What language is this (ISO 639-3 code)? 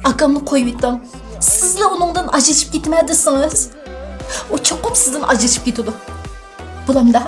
uig